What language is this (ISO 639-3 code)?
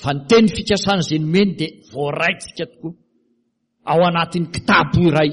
mlg